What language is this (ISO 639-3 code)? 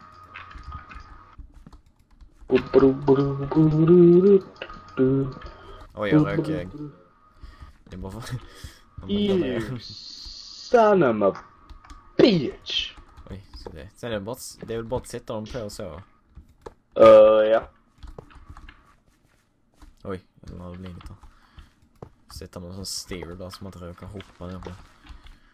swe